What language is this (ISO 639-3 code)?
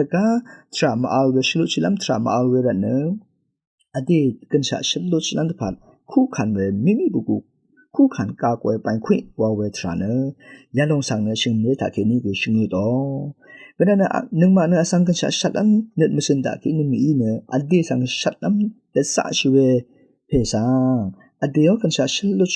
raw